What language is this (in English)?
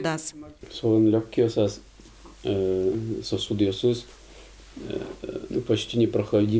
Udmurt